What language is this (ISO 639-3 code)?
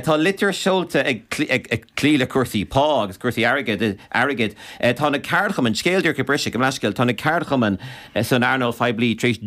gle